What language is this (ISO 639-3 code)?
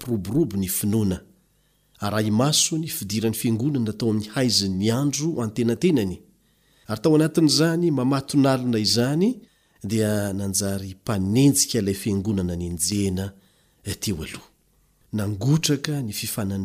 mlg